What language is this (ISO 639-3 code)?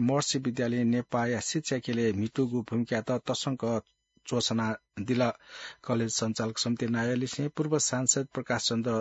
new